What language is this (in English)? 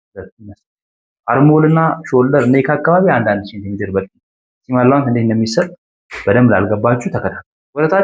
Amharic